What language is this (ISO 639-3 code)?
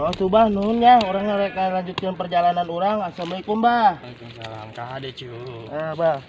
sun